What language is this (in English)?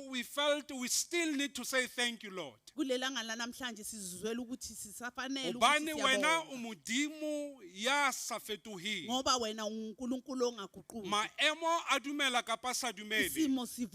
Southern Sotho